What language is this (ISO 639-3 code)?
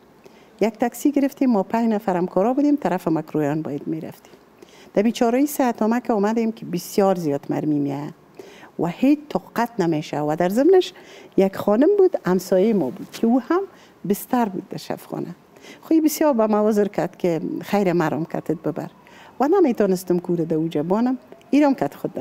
fas